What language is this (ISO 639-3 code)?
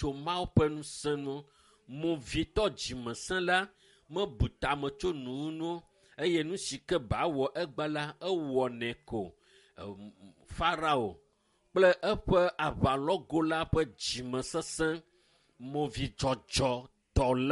ewe